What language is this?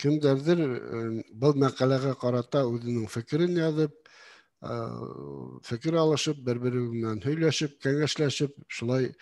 Bashkir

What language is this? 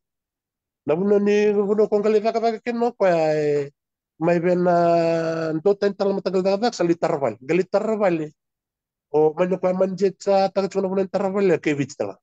Fijian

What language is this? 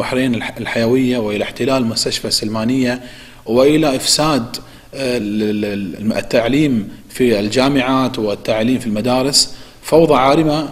Arabic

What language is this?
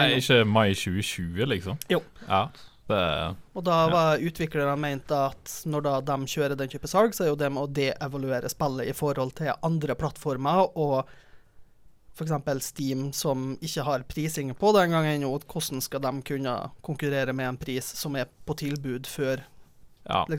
Norwegian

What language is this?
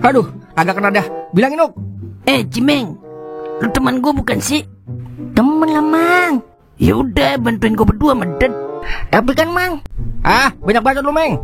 Betawi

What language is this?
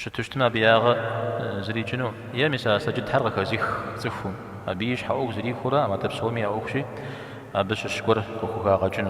Kabardian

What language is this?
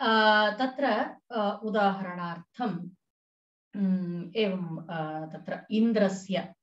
Sanskrit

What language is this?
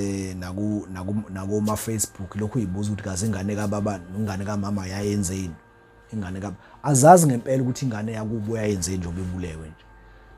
Zulu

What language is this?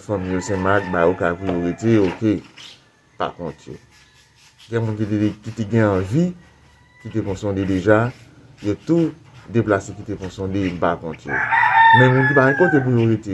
Haitian Creole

